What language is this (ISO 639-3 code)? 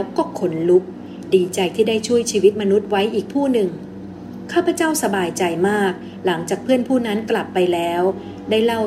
tha